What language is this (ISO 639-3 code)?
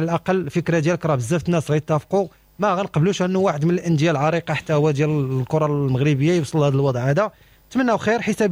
ary